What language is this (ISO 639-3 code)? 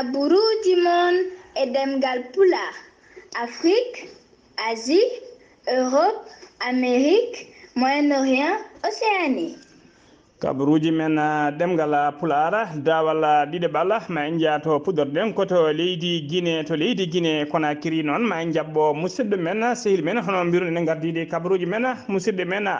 ful